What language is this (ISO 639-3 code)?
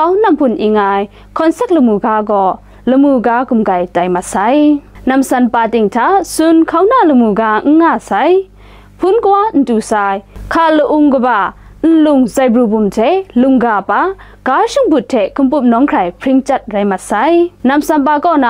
kac